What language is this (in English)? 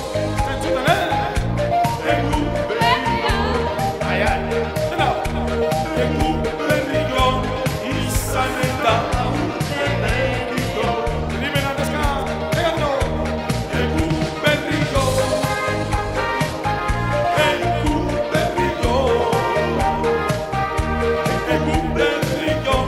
Basque